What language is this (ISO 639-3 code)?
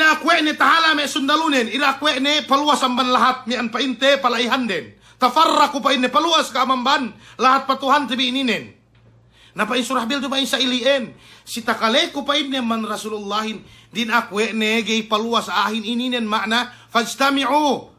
yka